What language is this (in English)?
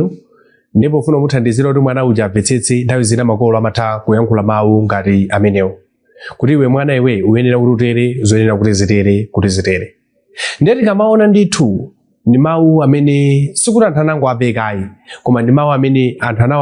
Nyanja